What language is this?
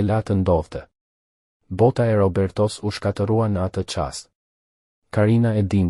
Albanian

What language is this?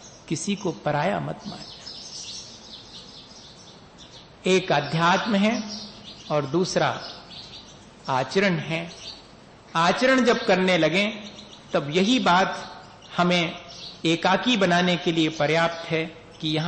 Hindi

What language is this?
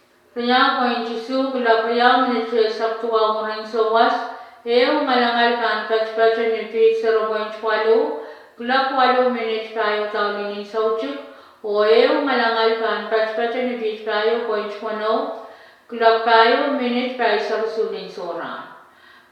Pohnpeian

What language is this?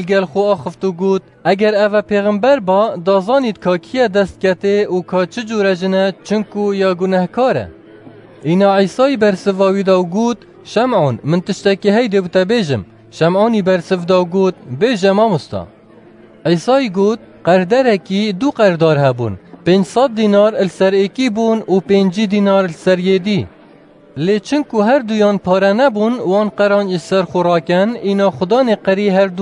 Kurdish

